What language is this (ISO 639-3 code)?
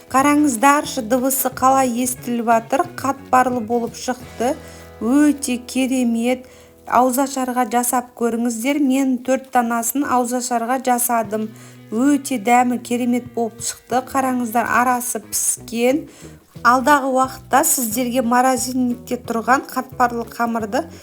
kaz